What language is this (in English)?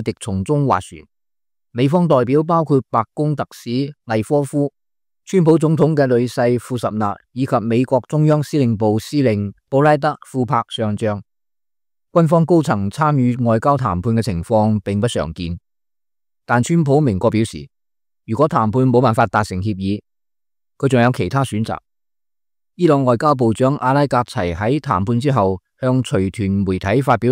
Cantonese